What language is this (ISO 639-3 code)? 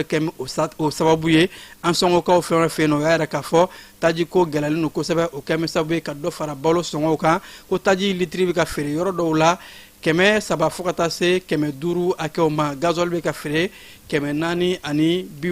bam